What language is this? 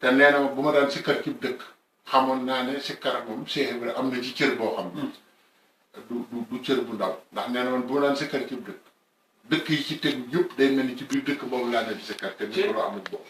Wolof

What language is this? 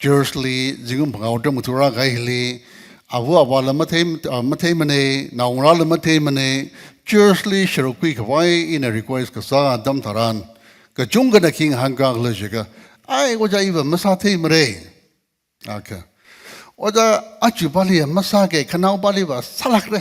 Tangkhul Naga (India)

